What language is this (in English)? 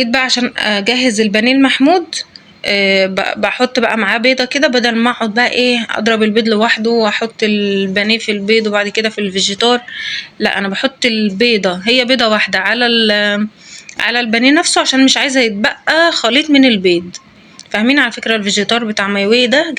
Egyptian Arabic